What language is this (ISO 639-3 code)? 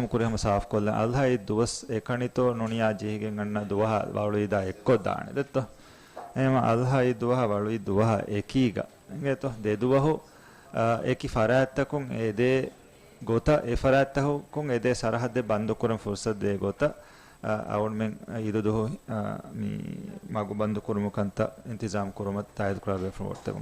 div